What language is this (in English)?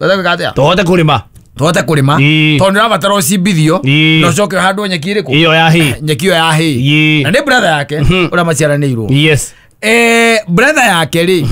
Kikuyu